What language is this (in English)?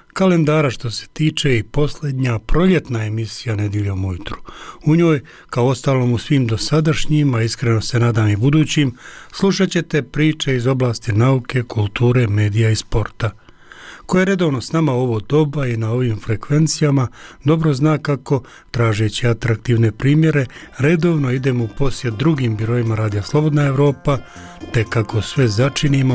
Bosnian